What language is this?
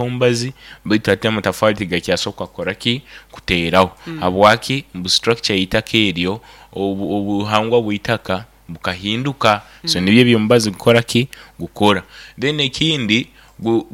Nyoro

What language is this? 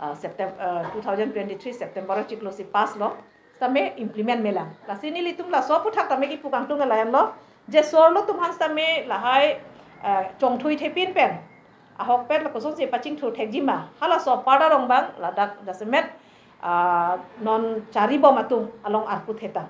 Karbi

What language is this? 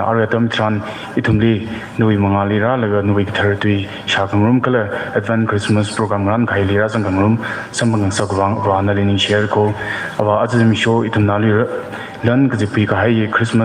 Tangkhul Naga (India)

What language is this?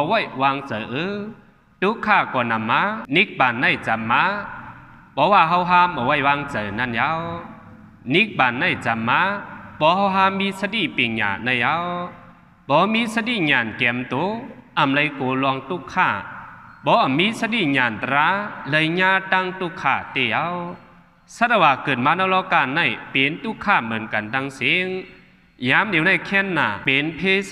Shan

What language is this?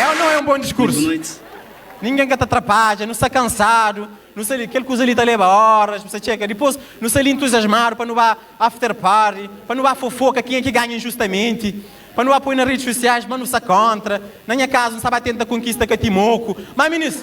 Kabuverdianu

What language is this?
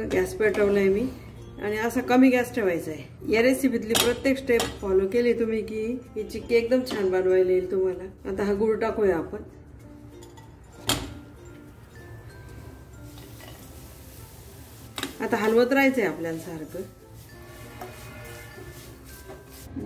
Marathi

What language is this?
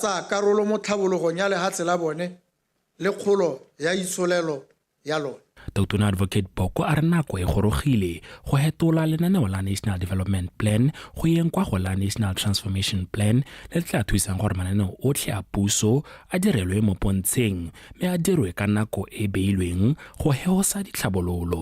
Tswana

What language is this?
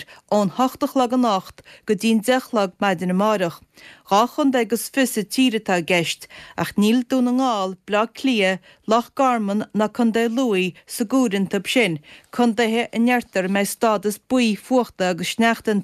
Irish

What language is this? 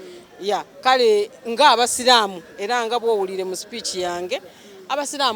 Soga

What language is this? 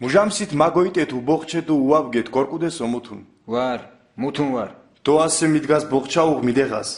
Mingrelian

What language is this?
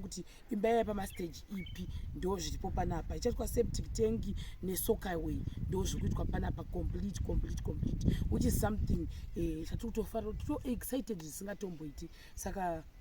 Shona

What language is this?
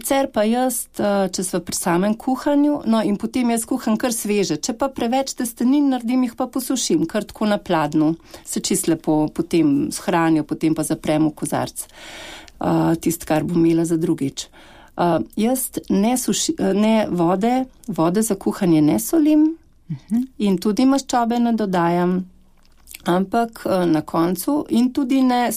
Slovenian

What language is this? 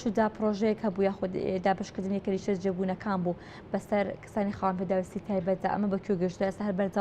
Central Kurdish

